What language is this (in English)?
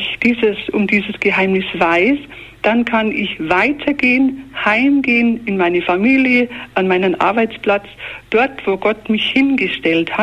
German